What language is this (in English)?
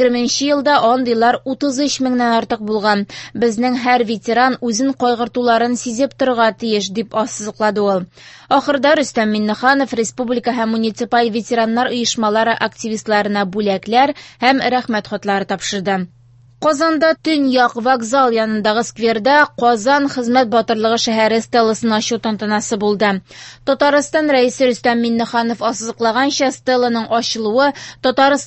Tatar